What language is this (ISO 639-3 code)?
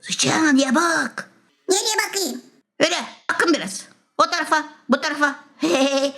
gag